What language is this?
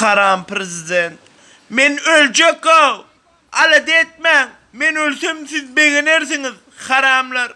Turkmen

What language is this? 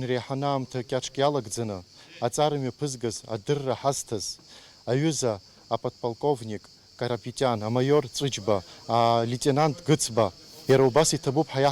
Abkhazian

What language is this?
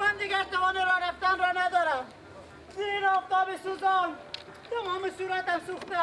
Persian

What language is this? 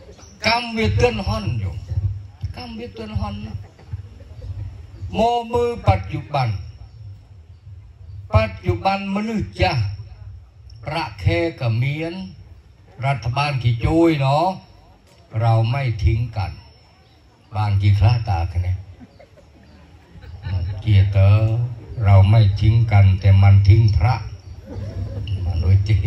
Northern Khmer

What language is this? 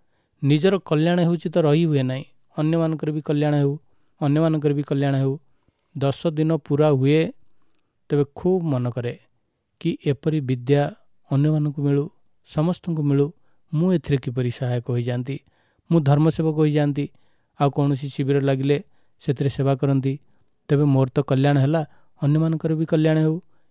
Odia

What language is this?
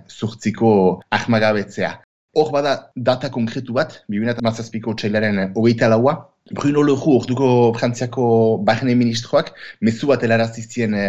Basque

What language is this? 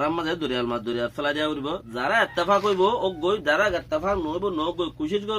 Rohingya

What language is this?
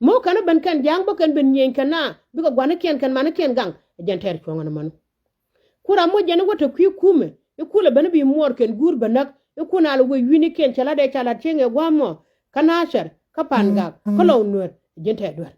Nuer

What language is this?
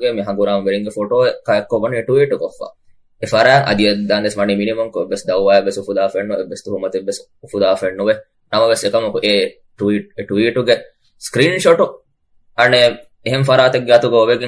Divehi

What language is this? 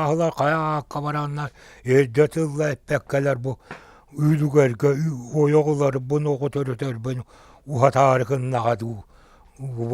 Yakut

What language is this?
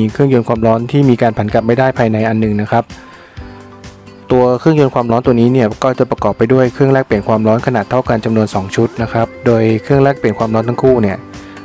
Thai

